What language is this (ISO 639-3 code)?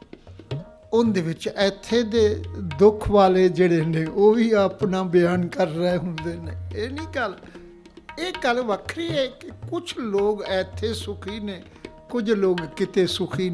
pan